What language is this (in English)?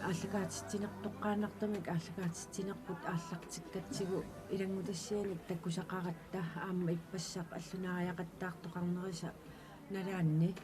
Kalaallisut